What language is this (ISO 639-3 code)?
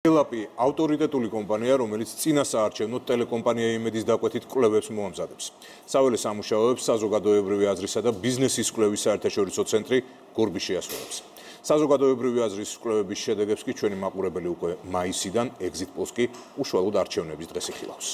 kat